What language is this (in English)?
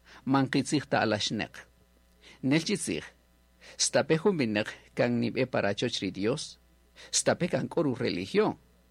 Kaqchikel